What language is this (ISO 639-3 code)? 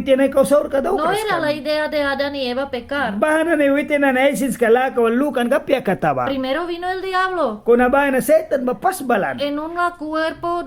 miq